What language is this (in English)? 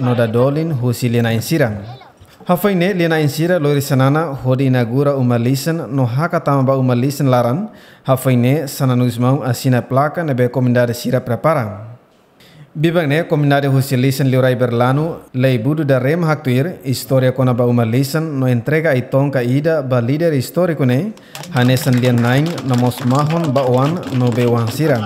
Tetum